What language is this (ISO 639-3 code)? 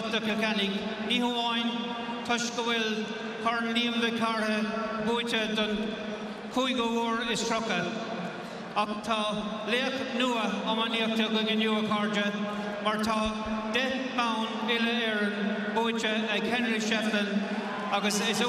gle